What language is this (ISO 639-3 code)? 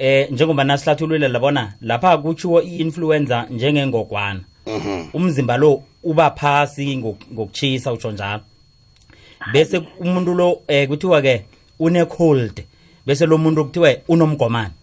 nbl